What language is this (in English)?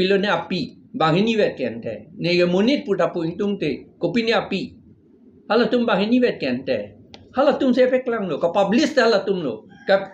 Karbi